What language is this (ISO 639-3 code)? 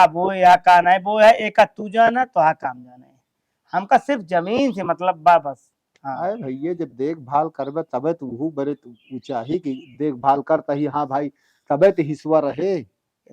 awa